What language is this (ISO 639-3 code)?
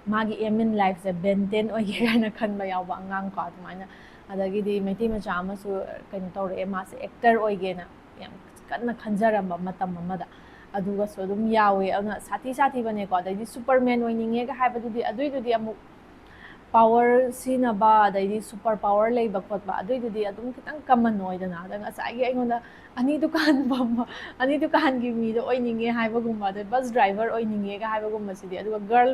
mni